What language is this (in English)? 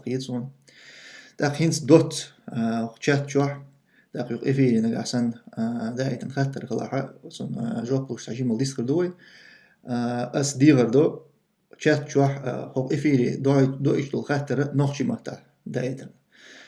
Chechen